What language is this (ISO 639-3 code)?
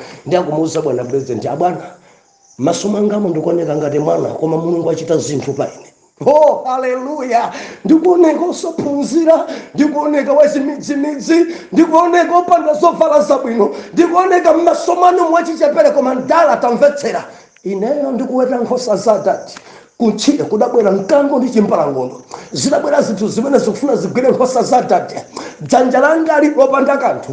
nya